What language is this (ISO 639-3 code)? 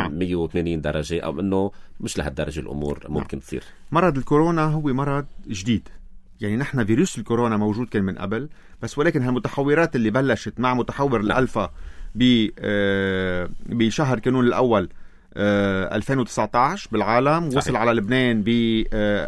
apc